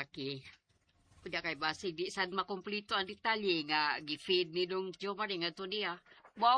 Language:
Cebuano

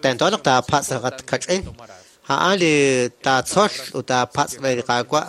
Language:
Kekchí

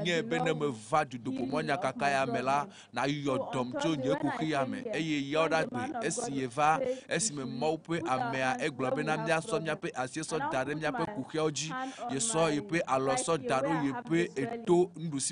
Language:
Ewe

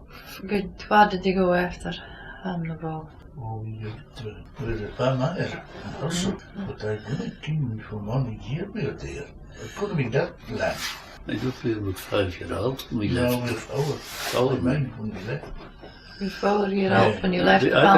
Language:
Scots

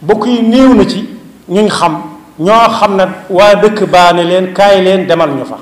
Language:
Wolof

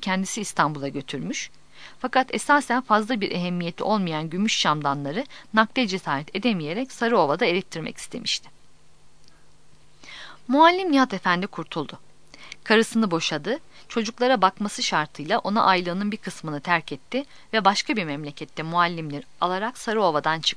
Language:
Turkish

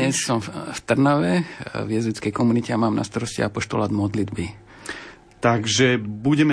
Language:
Slovak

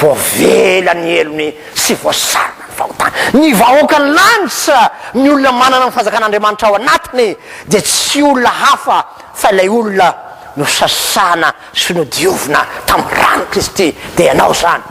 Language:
Malagasy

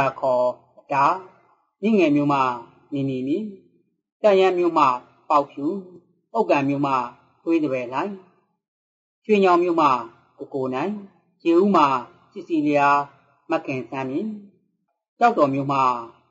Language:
Burmese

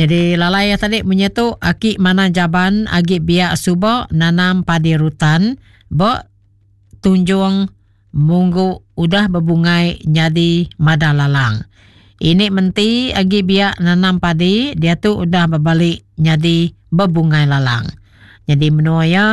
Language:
Iban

